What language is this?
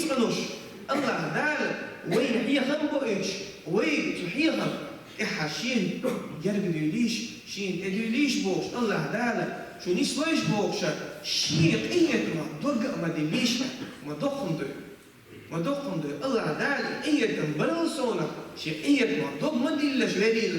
Chechen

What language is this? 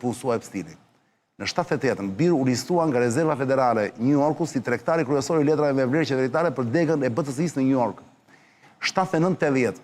Albanian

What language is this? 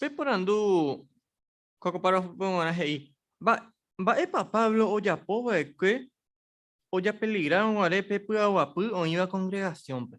Guarani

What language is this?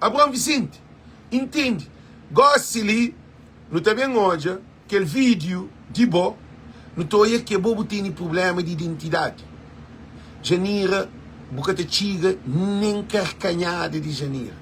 Kabuverdianu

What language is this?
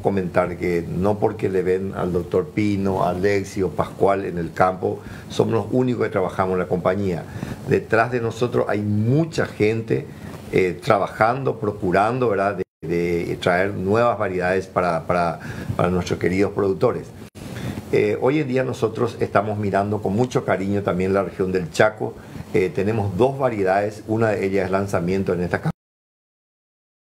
Spanish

